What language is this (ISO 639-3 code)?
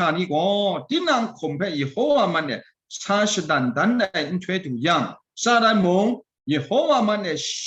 kac